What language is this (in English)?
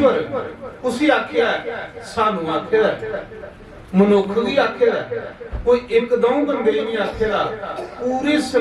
Dogri